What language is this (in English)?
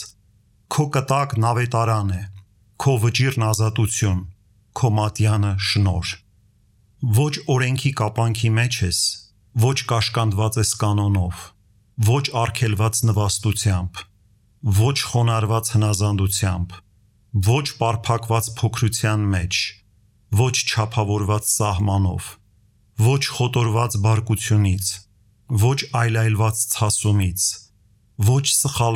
Armenian